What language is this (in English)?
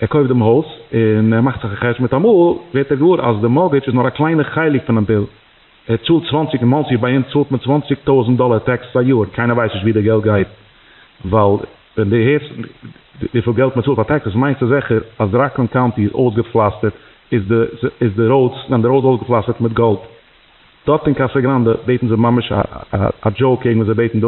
Yiddish